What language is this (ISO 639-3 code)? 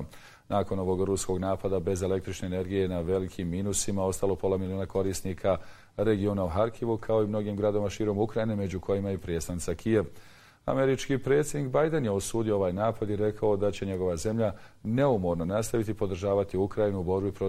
bos